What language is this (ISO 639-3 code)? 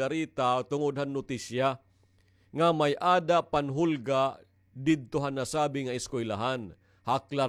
war